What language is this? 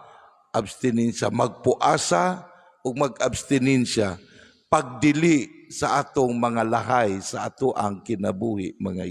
Cebuano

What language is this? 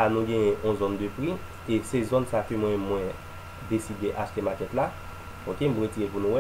Haitian Creole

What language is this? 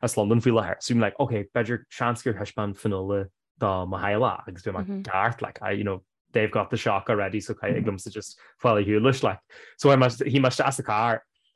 Irish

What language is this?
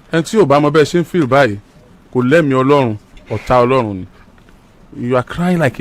Yoruba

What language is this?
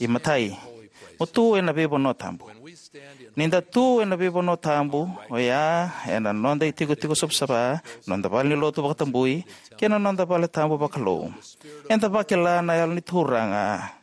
Fijian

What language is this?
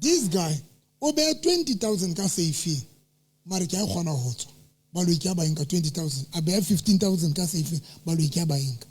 Southern Sotho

